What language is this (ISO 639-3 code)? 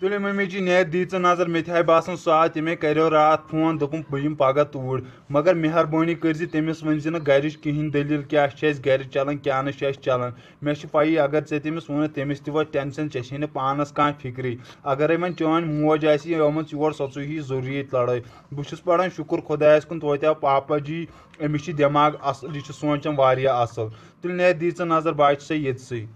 kas